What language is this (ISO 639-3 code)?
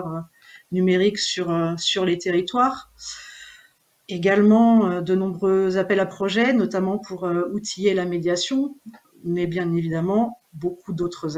fra